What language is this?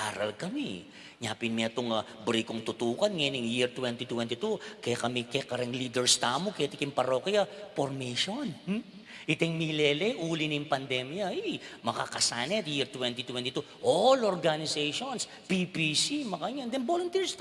Pampanga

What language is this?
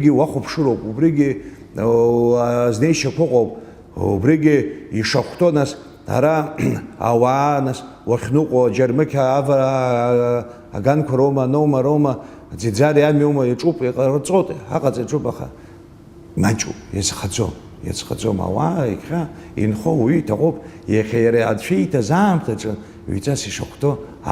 Abkhazian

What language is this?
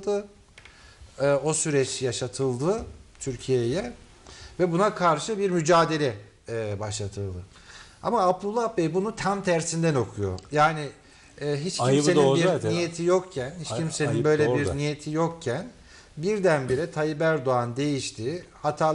Turkish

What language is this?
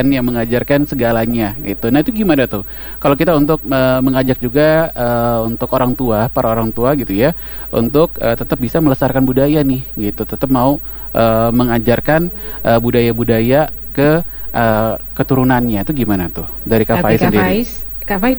Indonesian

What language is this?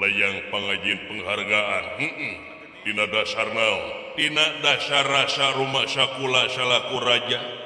Sundanese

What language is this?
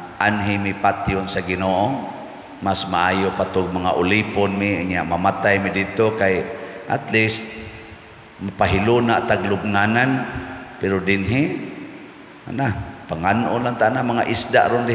Cebuano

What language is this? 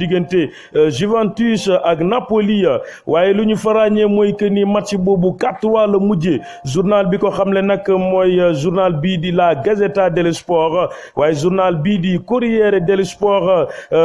Wolof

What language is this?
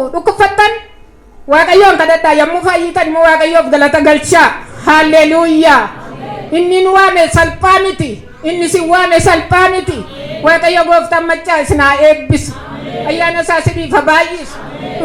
Oromo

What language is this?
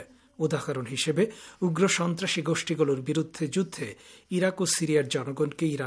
Bangla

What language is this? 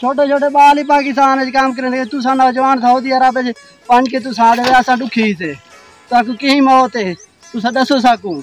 Saraiki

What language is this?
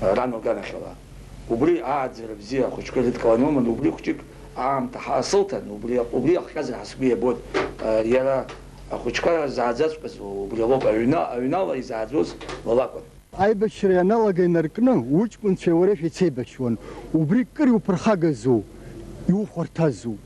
Abkhazian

